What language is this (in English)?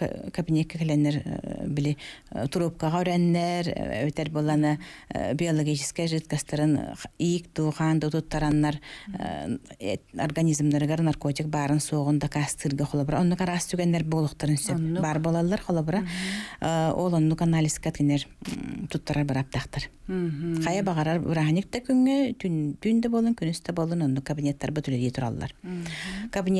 Yakut